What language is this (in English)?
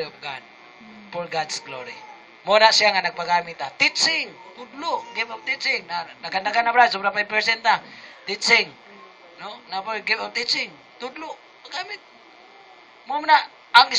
Cebuano